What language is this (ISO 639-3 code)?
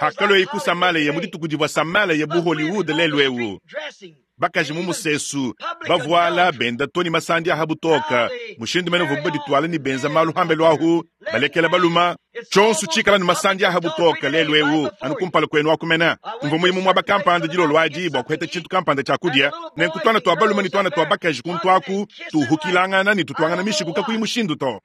lua